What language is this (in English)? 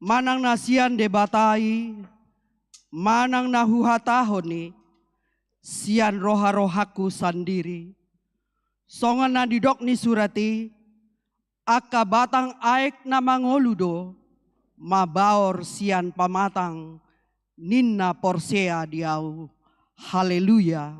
Batak Toba